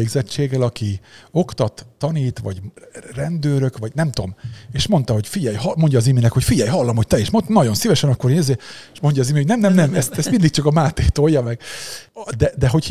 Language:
Hungarian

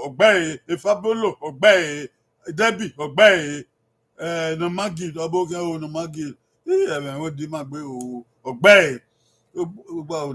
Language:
Bini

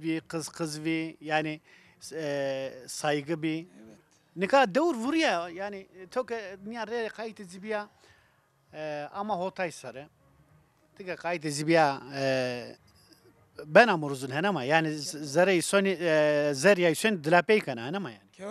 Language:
Zaza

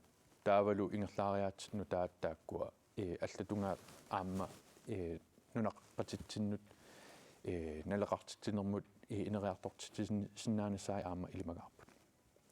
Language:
Kalaallisut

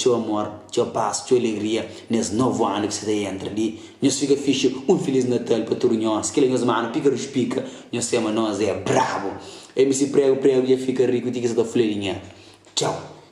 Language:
Kabuverdianu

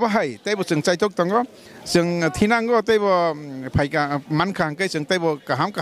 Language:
Kok Borok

